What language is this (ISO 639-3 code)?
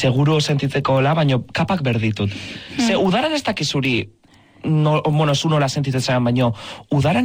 eus